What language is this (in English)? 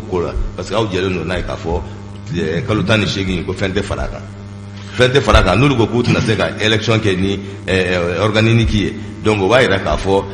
Bambara